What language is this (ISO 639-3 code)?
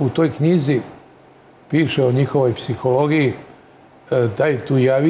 srp